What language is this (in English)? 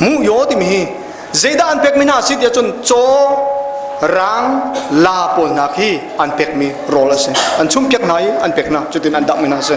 Hakha Chin